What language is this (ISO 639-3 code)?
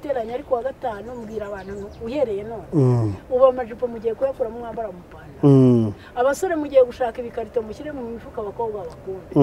kin